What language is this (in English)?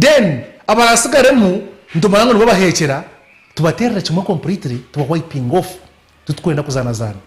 Nyankole